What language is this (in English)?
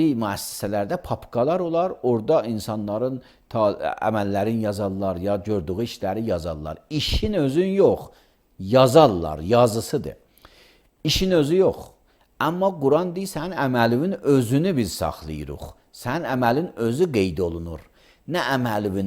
Azerbaijani